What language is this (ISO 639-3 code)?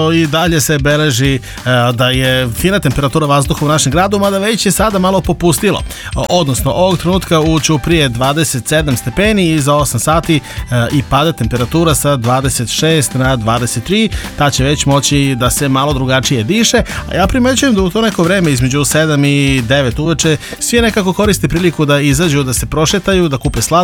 srp